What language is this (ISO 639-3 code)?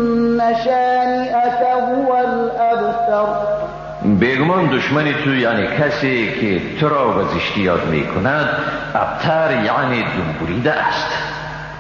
fas